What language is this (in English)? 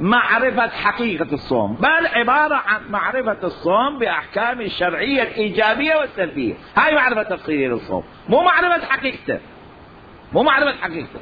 Mesopotamian Arabic